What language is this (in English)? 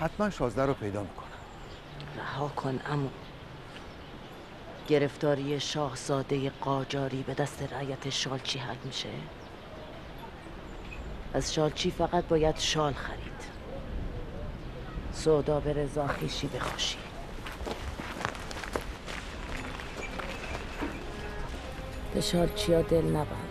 Persian